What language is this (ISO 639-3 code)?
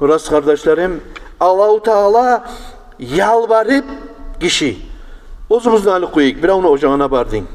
kum